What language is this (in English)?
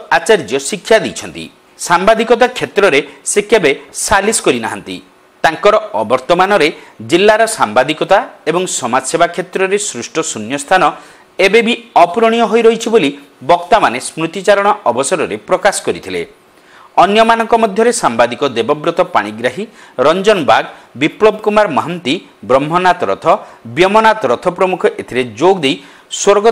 Odia